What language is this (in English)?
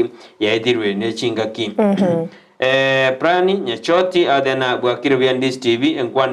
Gusii